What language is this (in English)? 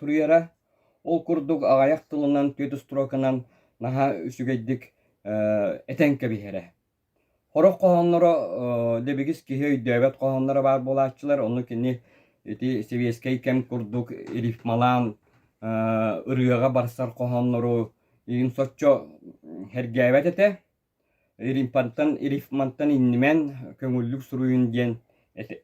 Yakut